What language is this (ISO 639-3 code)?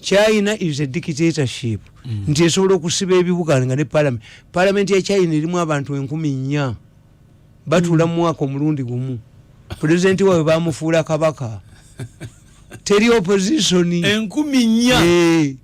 lug